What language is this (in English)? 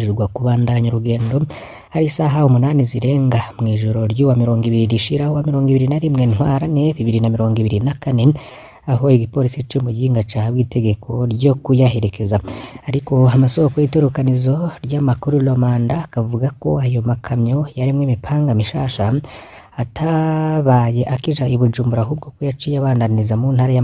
Rundi